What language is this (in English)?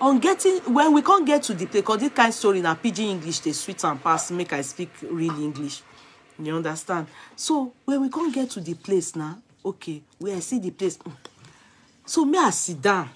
Nigerian Pidgin